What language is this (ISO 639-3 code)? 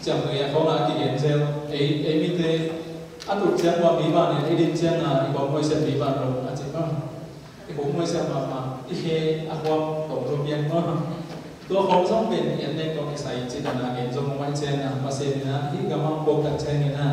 ctd